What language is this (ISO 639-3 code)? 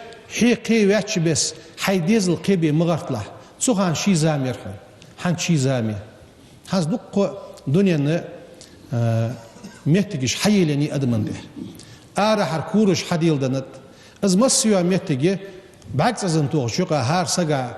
inh